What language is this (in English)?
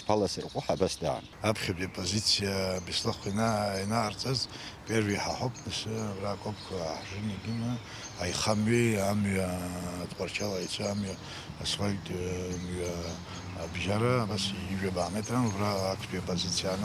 Abkhazian